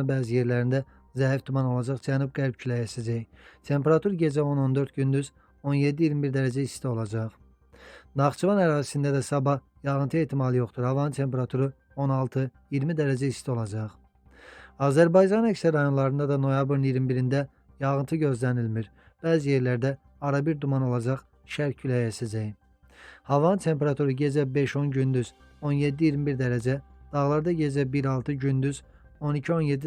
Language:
Azerbaijani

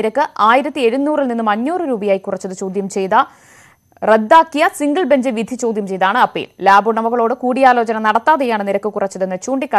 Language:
Malayalam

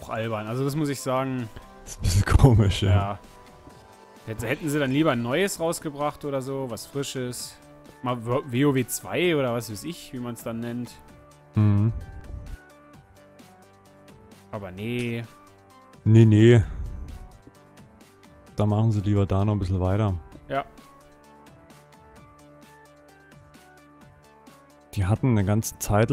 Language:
German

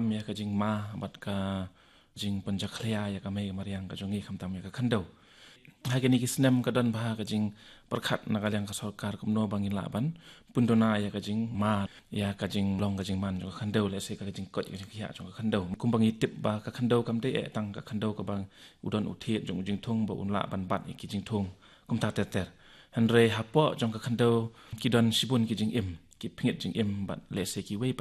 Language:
Khasi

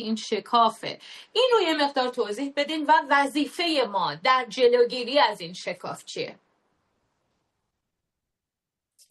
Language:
Persian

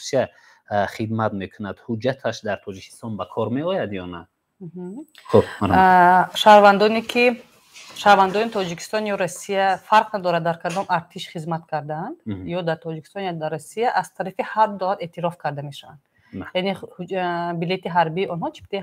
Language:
Tajik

